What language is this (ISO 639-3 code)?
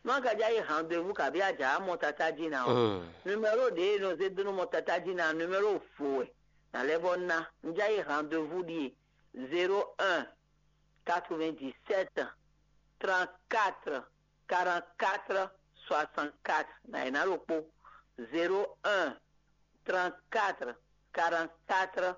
fon